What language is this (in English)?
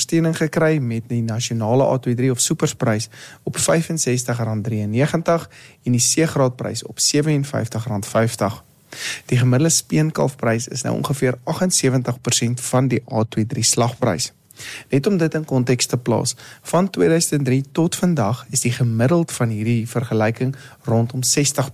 Afrikaans